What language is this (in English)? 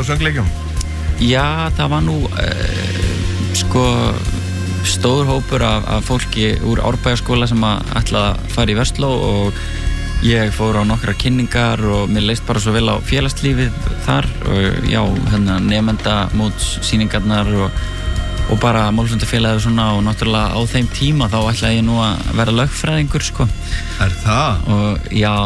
Icelandic